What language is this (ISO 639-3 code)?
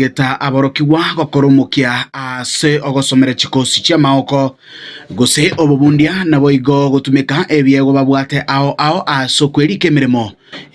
guz